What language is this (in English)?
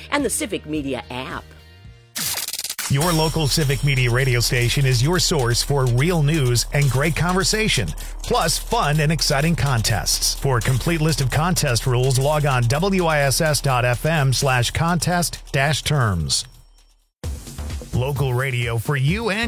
English